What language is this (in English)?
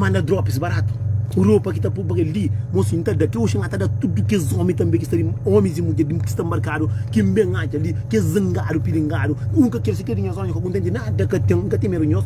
Kabuverdianu